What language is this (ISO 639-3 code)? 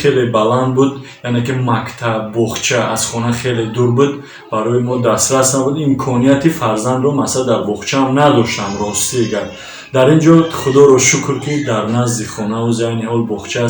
tgk